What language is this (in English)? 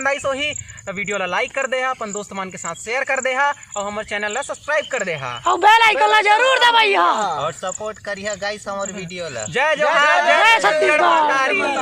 Chhattisgarhi